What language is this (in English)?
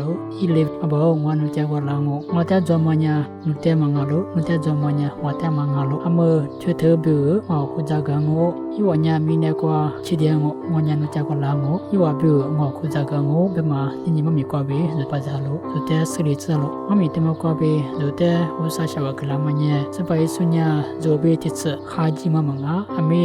Lisu